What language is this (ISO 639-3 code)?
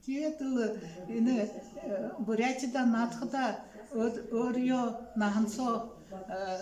bua